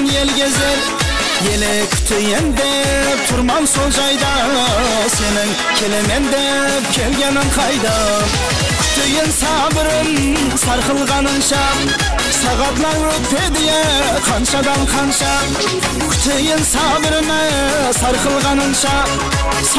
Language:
Kara-Kalpak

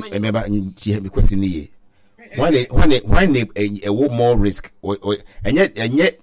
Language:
Akan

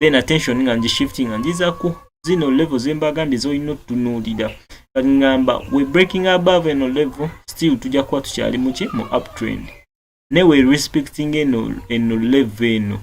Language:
Ganda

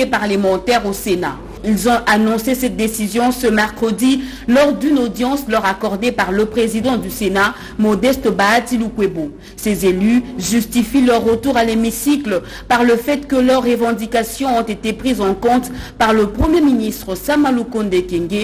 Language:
French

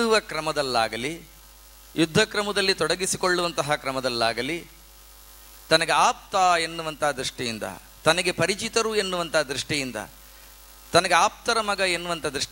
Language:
Kannada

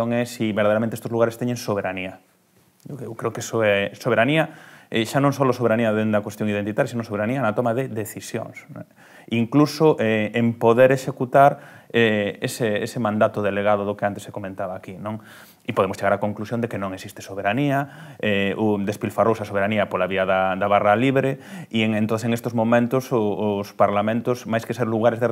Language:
Galician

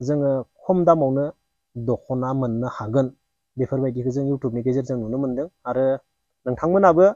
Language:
Bodo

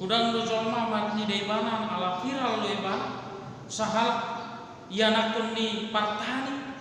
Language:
Batak Toba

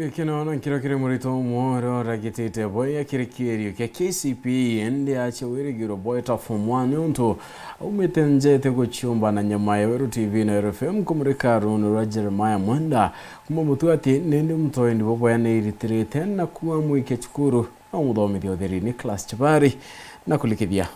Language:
Meru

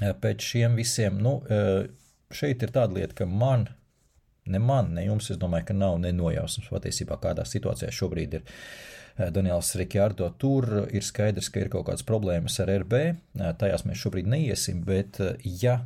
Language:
Latvian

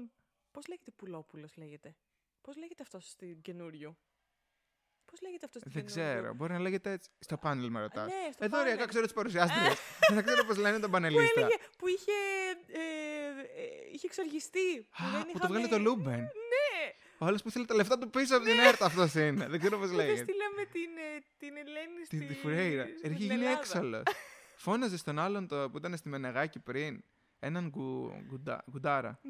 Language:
Greek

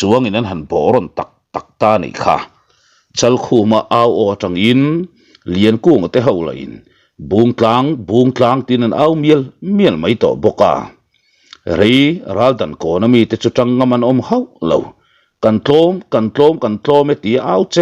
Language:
Mizo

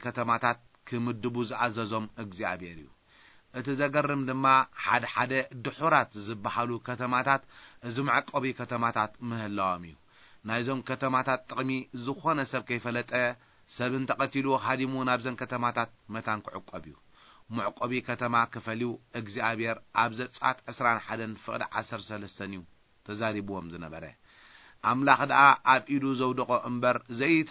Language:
Tigrinya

